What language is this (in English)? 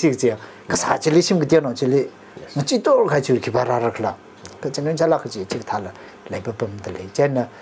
Tangkhul Naga (India)